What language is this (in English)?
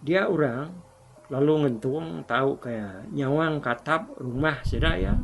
Iban